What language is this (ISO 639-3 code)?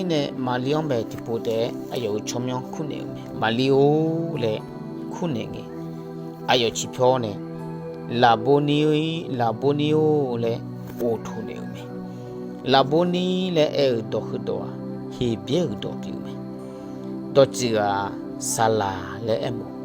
ahk